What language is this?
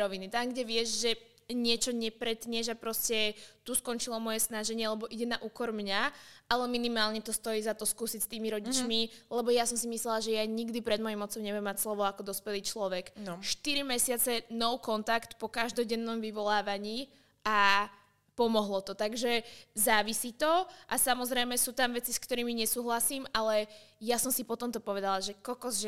Slovak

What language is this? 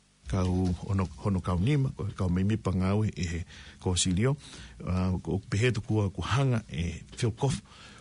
Tongan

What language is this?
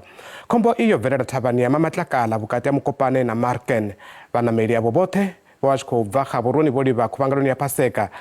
Venda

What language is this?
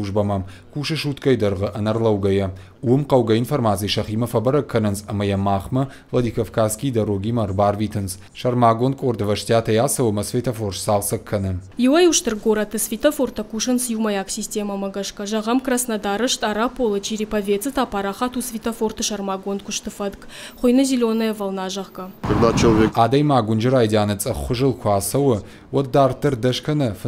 Ossetic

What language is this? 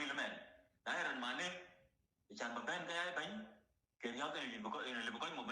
Nuer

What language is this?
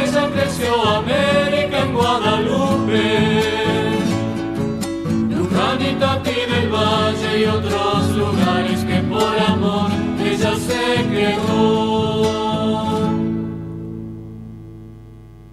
Spanish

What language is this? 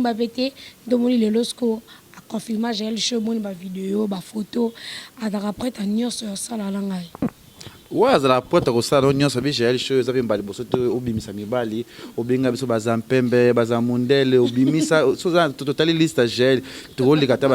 Lingala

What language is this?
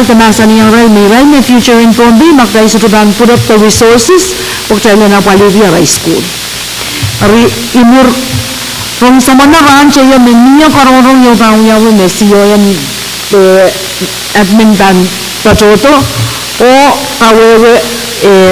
Pohnpeian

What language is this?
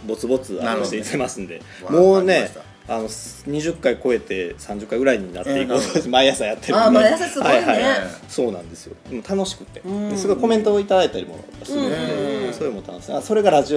Japanese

